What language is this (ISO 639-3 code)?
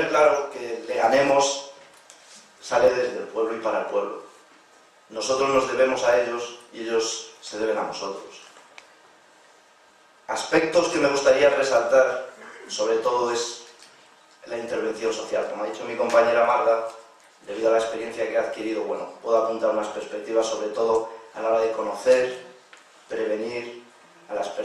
spa